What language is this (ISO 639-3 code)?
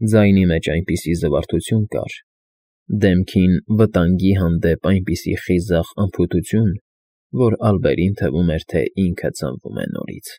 hye